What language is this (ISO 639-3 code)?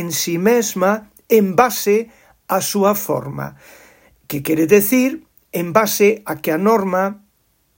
glg